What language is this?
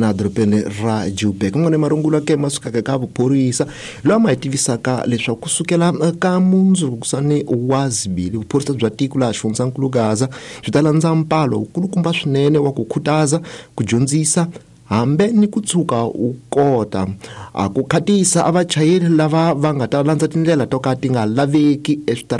Tsonga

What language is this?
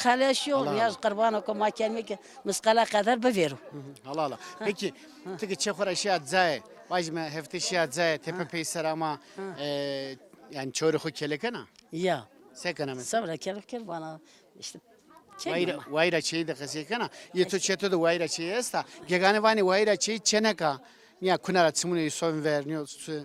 Zaza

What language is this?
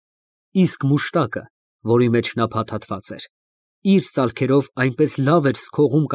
Armenian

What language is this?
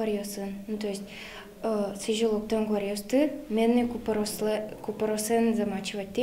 Udmurt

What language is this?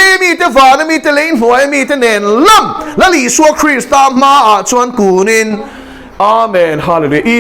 Mizo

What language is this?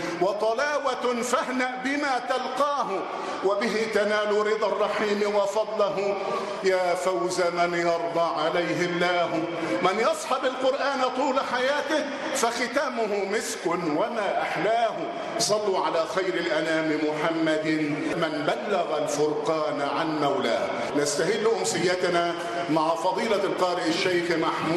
Arabic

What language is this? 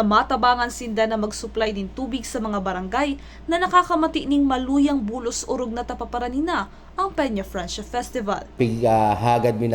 Bikol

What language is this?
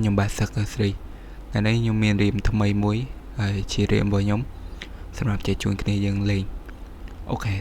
Khmer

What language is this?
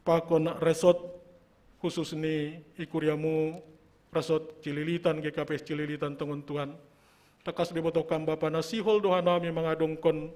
Batak Simalungun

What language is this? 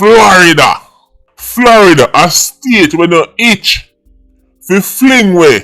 Jamaican Creole English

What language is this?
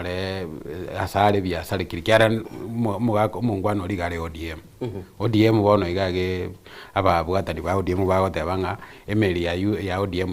Gusii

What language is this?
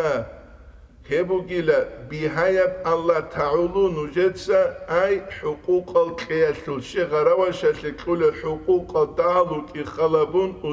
Avaric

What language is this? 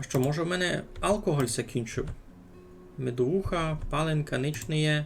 Rusyn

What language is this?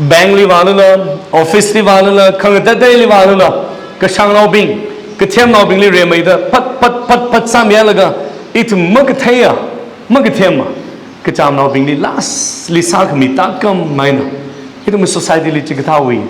Tangkhul Naga (India)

